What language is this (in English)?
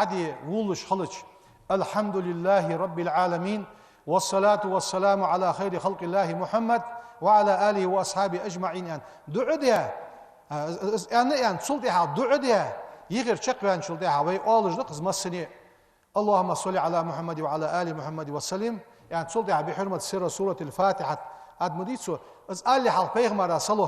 Ingush